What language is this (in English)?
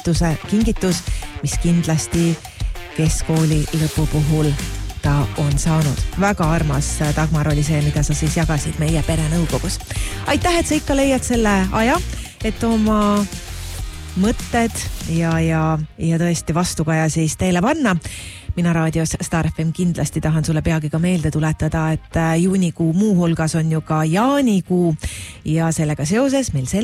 Estonian